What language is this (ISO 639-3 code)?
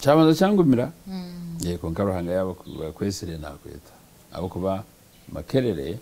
nyn